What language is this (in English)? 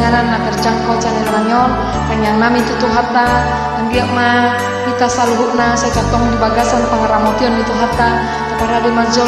Batak Toba